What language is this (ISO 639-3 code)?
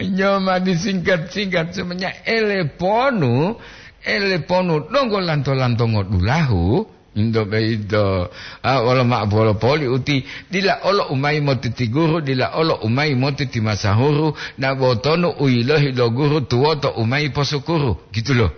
gor